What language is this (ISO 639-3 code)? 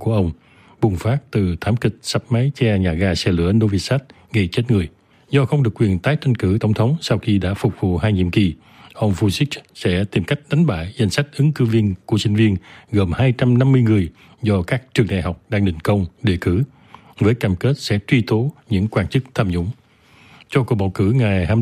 vie